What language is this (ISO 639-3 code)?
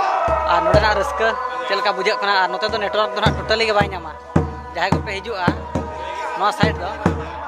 sat